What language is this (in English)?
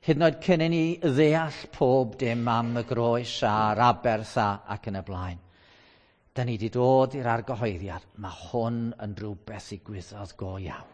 Welsh